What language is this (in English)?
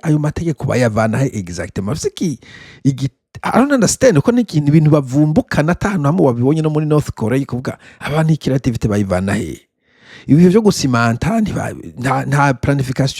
Rundi